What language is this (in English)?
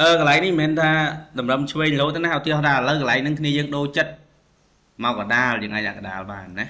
Khmer